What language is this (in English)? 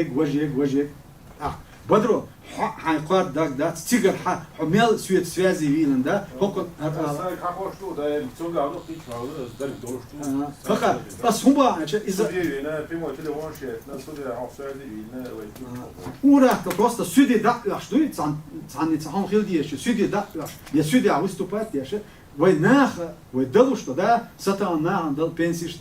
Chechen